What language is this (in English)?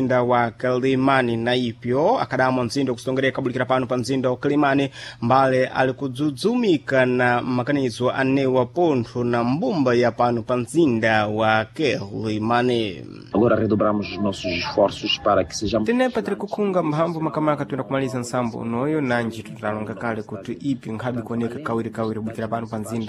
Sena